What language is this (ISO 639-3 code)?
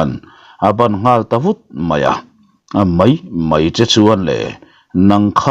lus